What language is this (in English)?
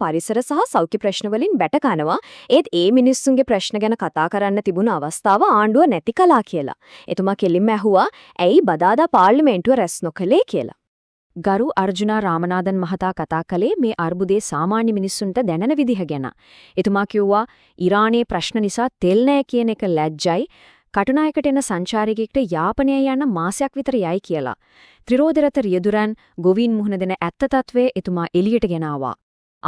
Sinhala